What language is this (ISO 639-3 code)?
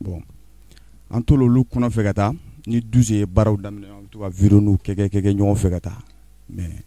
bam